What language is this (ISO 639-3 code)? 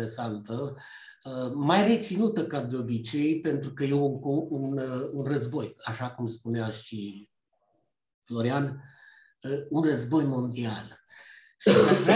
ron